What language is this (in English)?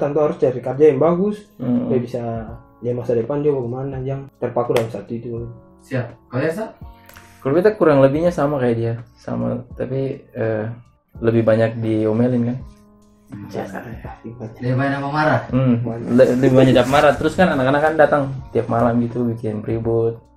Ambonese Malay